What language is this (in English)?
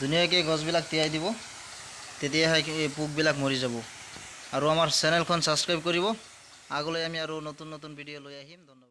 Assamese